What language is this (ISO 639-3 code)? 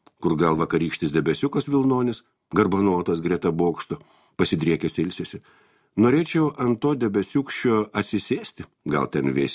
lit